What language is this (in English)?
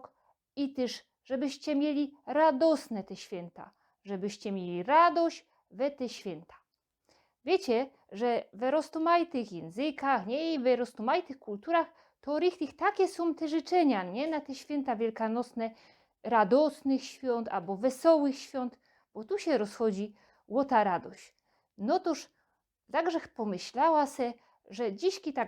Silesian